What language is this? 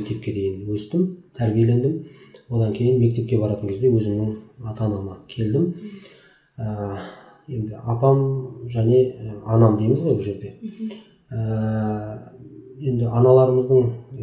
Kazakh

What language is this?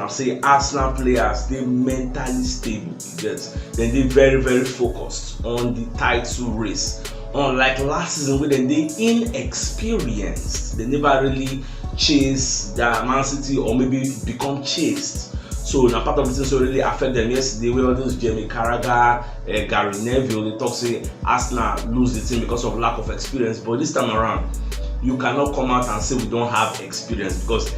Nigerian Pidgin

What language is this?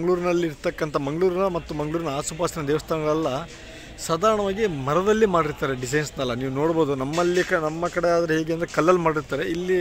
Kannada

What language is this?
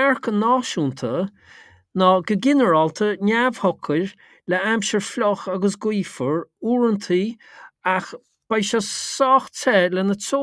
Irish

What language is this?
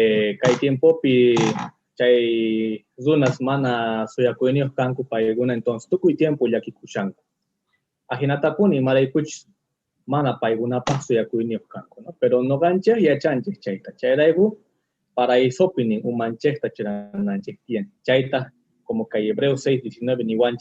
South Bolivian Quechua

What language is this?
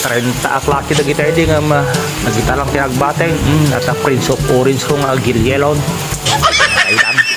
Iloko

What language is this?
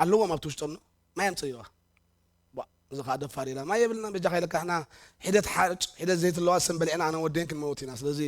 Tigrinya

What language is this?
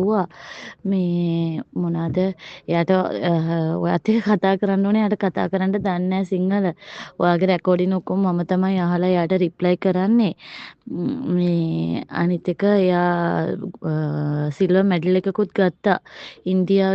Sinhala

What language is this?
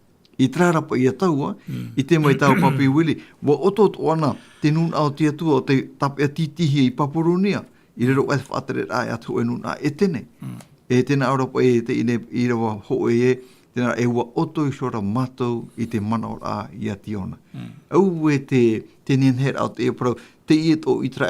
Tahitian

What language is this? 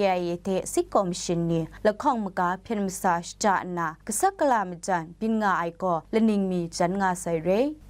Kachin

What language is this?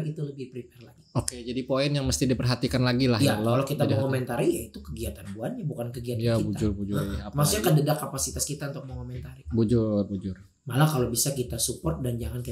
Banjar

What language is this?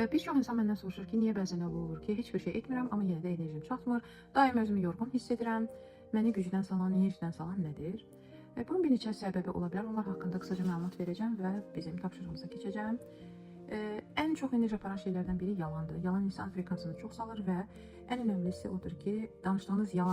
Azerbaijani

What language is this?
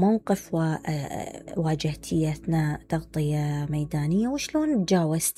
Mesopotamian Arabic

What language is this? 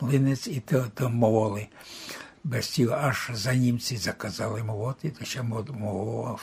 Rusyn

